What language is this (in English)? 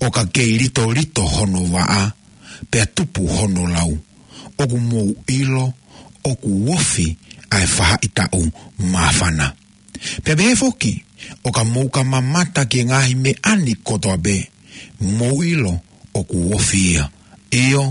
Tongan